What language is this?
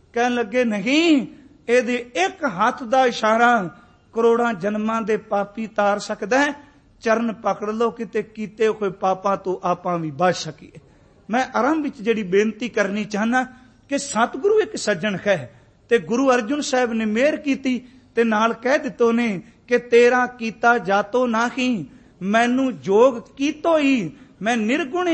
Punjabi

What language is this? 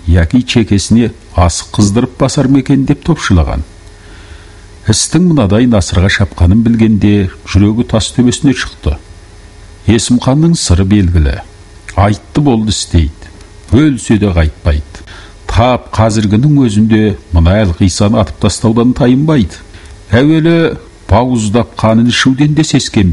Kazakh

